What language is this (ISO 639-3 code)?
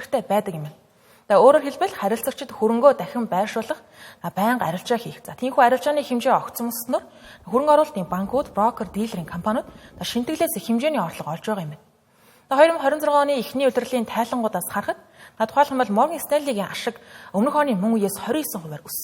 mon